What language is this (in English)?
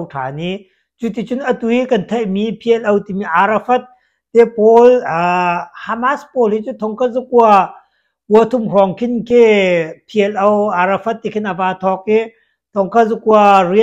Hakha Chin